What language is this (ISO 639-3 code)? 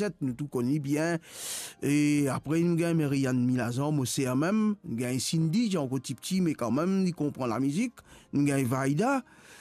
mfe